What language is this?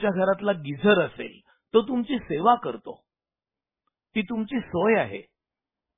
Marathi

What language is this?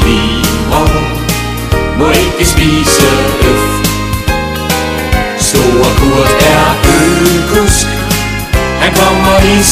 Danish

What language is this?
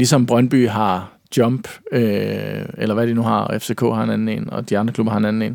Danish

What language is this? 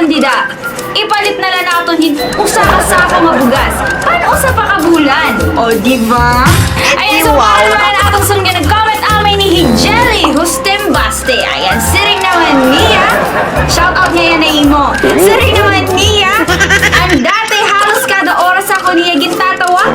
Waray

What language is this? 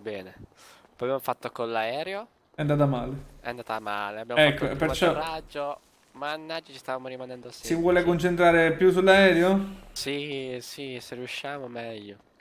Italian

